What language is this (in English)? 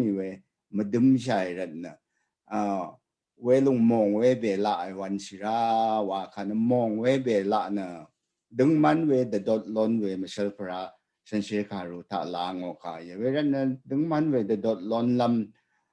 Rawang